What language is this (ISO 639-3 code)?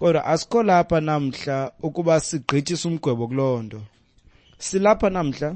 xho